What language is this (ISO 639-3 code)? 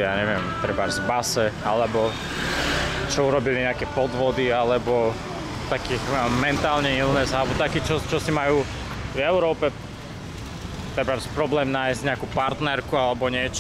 slk